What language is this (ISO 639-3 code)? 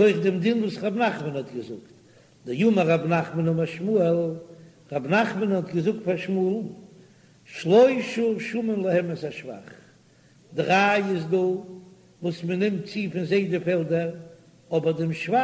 yid